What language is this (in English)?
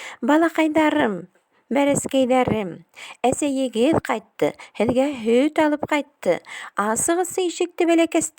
Bashkir